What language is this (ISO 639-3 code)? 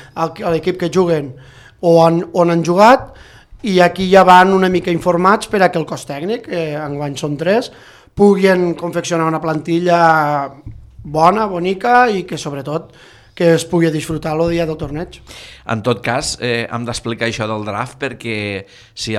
cat